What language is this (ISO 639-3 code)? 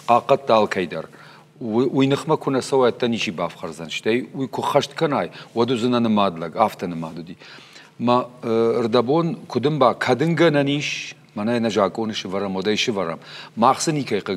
oss